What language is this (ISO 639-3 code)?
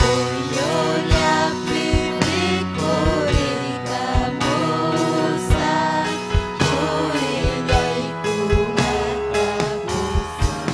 quy